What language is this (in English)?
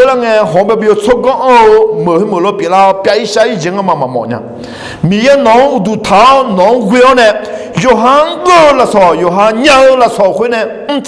Akha